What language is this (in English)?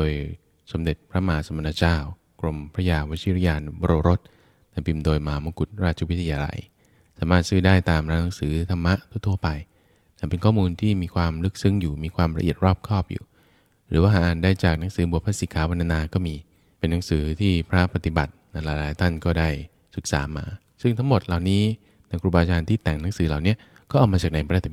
Thai